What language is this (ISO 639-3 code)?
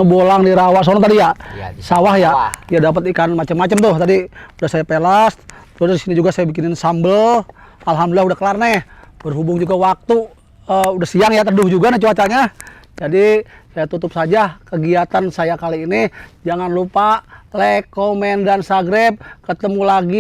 bew